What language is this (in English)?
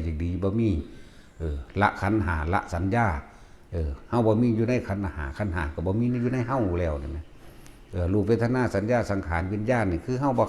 Northeastern Thai